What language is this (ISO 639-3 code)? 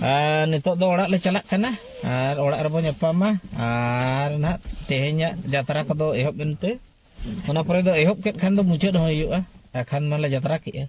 sat